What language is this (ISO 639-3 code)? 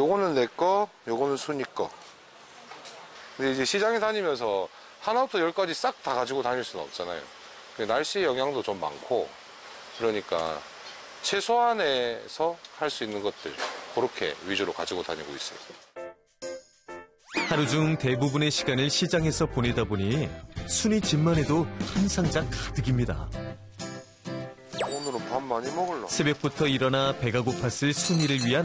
kor